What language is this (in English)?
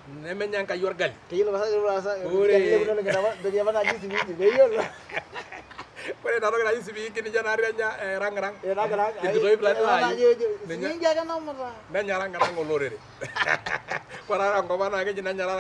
Masai